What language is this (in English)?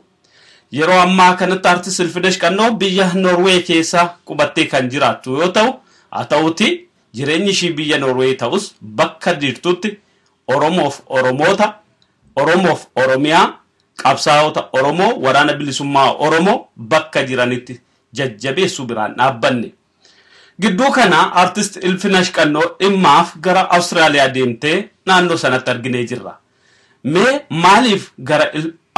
Oromo